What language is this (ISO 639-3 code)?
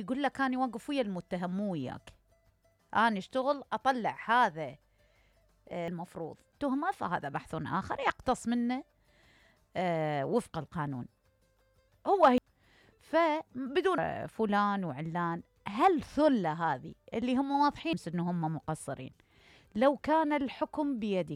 acm